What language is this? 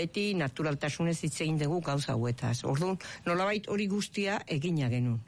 Basque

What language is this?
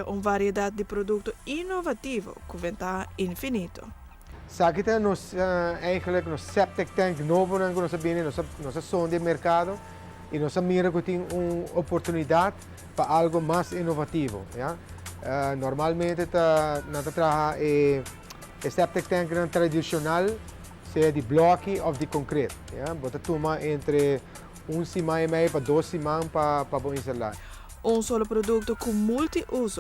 Papiamento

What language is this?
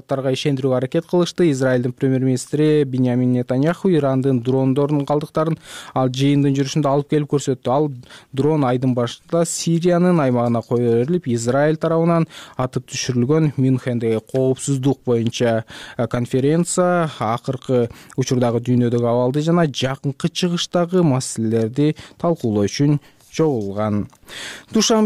Kyrgyz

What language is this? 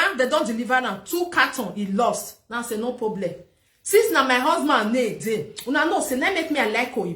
Nigerian Pidgin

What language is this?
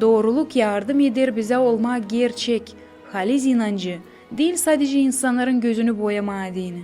Gagauz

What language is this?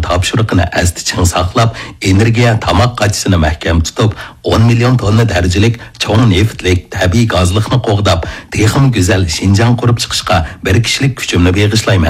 Uyghur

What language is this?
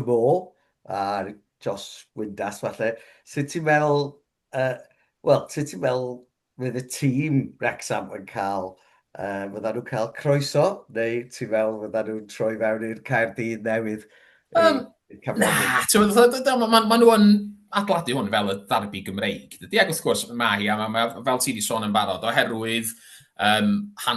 Welsh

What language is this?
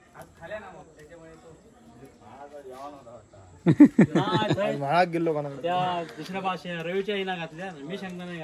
Marathi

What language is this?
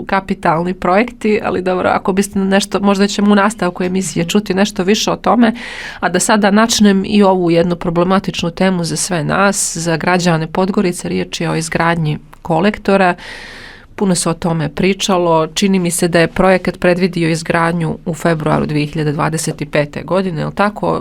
Bosnian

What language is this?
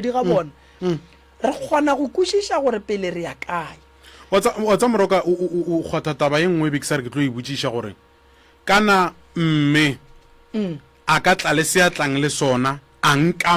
Northern Sotho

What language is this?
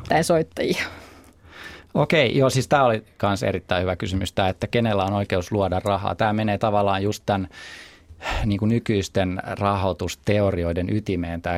Finnish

